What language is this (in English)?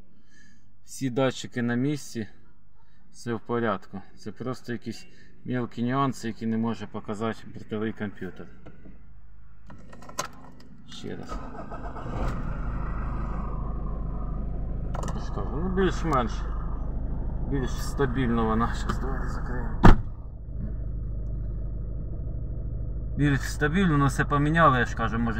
Ukrainian